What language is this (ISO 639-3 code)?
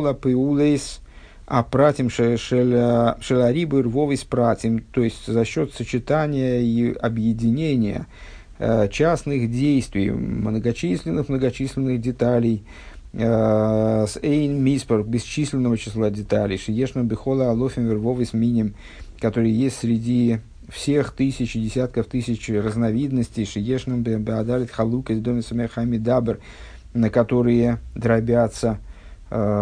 rus